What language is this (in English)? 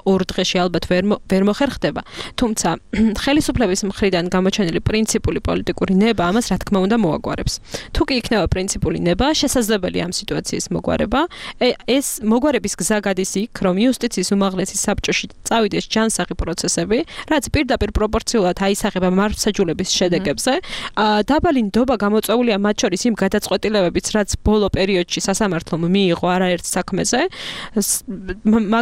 Georgian